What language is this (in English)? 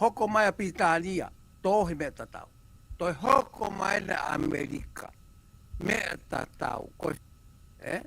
Tongan